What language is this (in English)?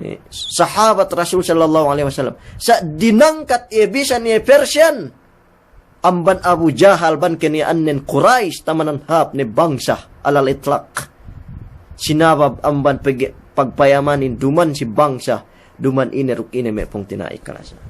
Yakan